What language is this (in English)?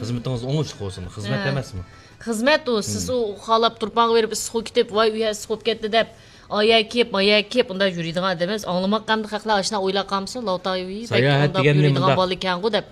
Uyghur